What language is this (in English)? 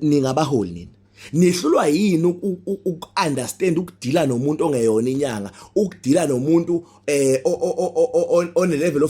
Zulu